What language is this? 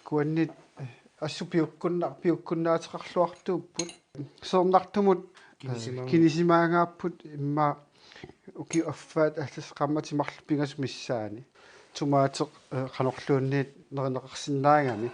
Kalaallisut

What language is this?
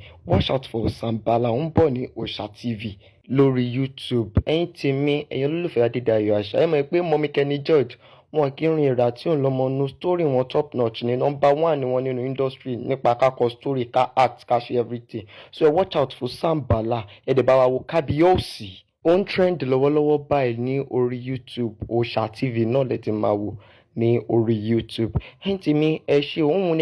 Yoruba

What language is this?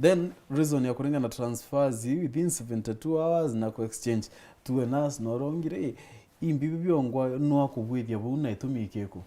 Meru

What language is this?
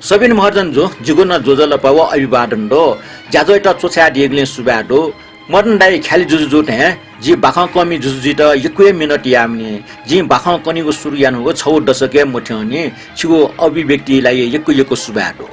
Newari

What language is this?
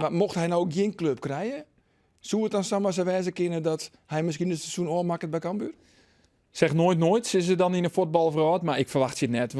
Western Frisian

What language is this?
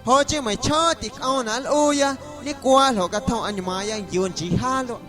Guerrero Amuzgo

